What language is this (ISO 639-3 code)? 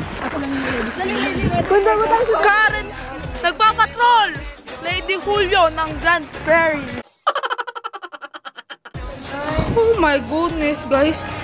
fil